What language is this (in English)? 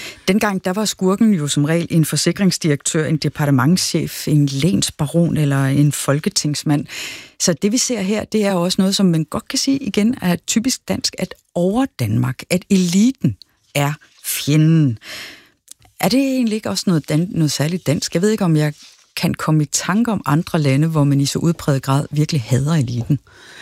Danish